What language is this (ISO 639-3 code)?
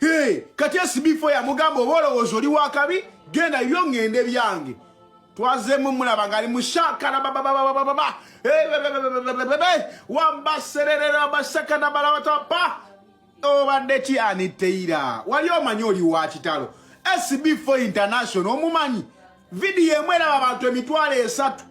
lug